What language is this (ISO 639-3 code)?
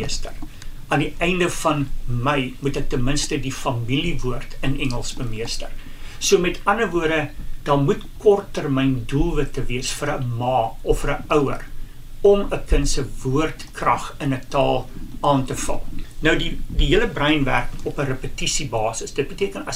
afr